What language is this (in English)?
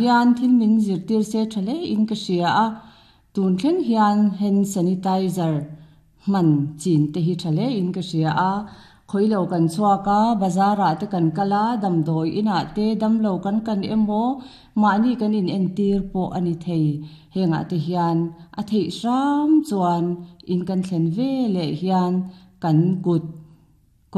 Mizo